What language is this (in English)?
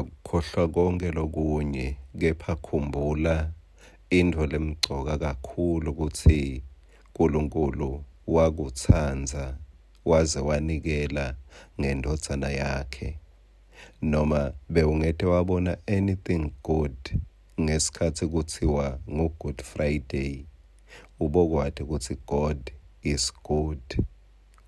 Swati